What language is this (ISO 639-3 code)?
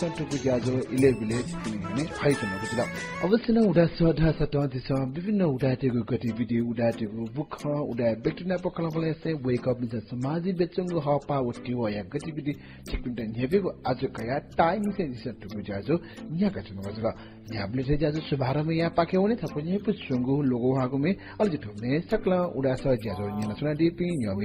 new